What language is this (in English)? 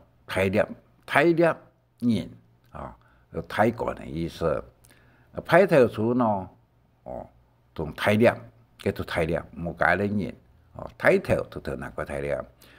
Hakka Chinese